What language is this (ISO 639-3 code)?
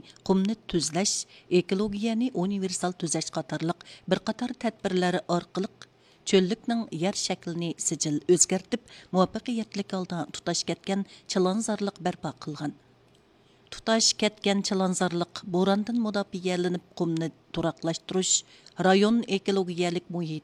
uig